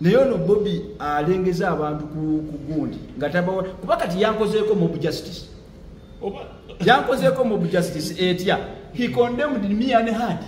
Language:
Ganda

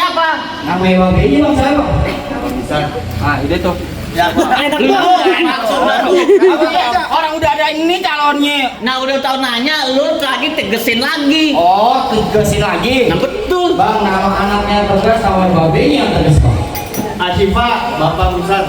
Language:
Betawi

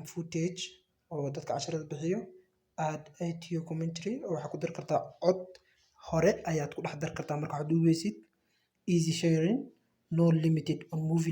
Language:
Somali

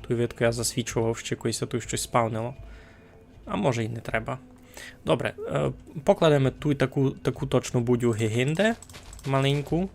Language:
Rusyn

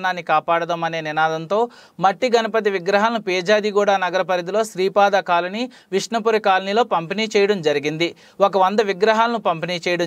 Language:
Telugu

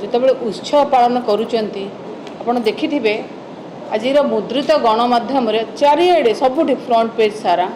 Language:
Odia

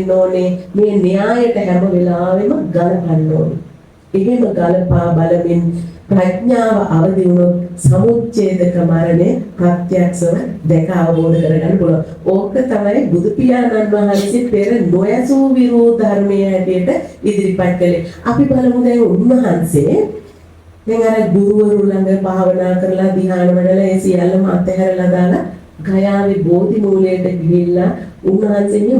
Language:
Sinhala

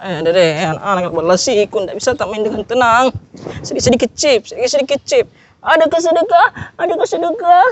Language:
Makassar Malay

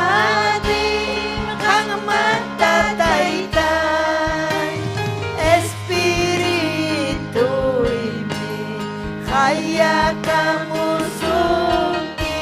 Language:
Ayacucho Quechua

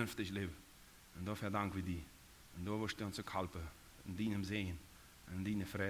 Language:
Plautdietsch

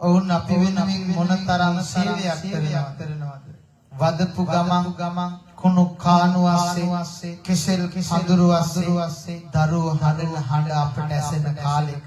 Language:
Sinhala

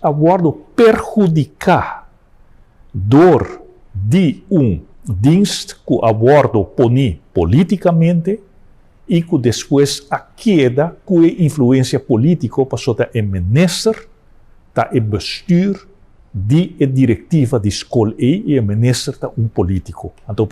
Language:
Papiamento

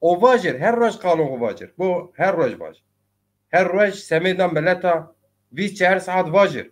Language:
Zaza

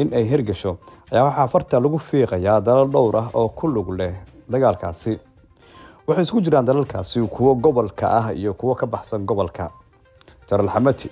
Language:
Somali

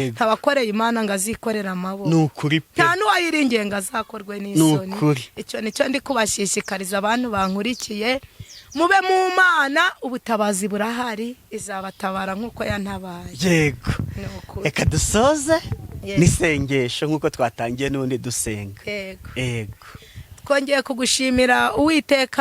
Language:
Kinyarwanda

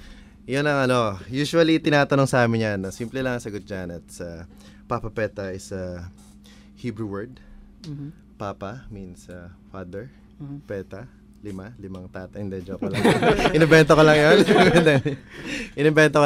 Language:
Filipino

